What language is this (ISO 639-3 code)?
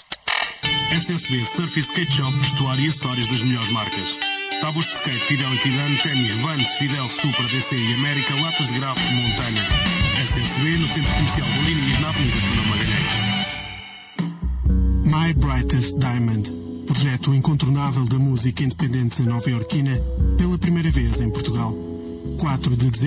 por